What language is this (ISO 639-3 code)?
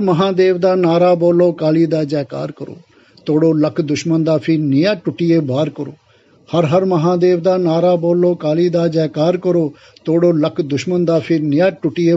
doi